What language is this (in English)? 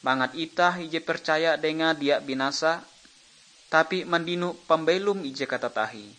Ngaju